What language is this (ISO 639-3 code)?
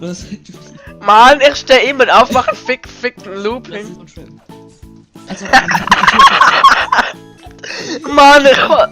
gsw